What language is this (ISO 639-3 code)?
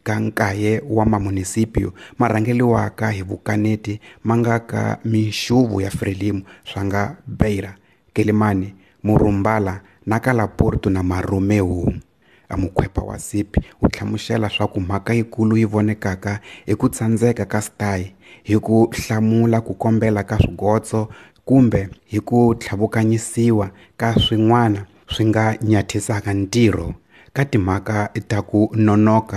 tso